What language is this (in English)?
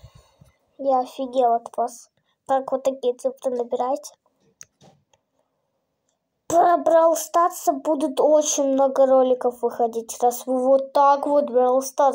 Russian